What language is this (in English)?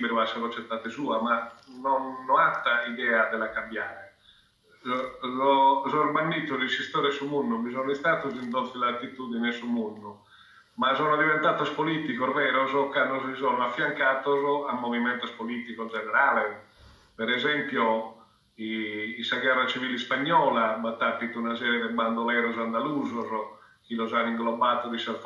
Sardinian